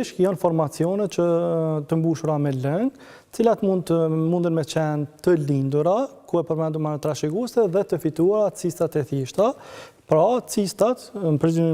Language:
Albanian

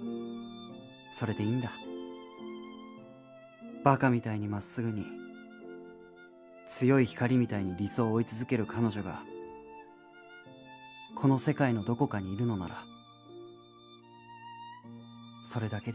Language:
Japanese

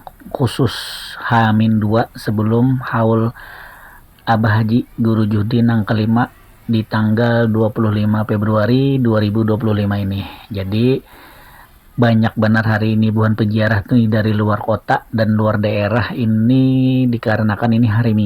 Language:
Banjar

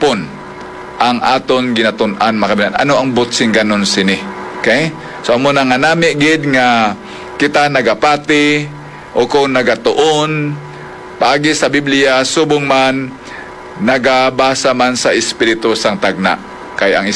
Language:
Hiligaynon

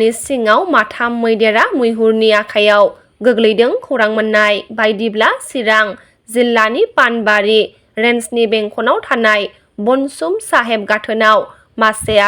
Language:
Bodo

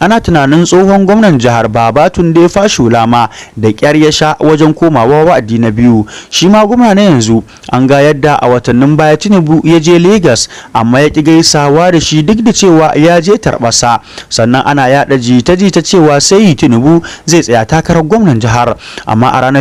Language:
Hausa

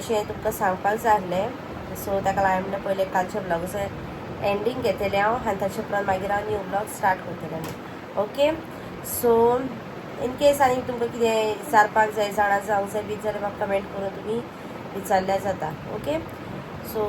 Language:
Konkani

